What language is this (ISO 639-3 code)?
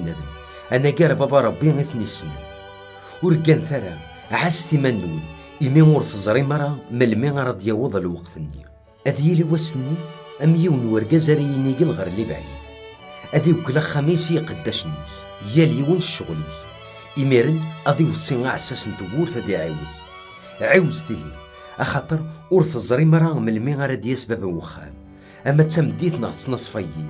kab